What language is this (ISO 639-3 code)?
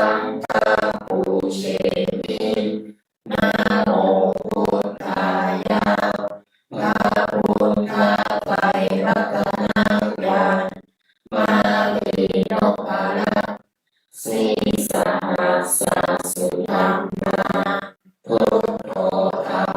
pli